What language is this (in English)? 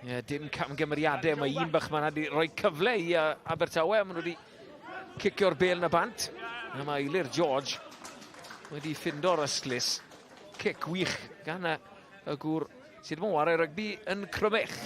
Welsh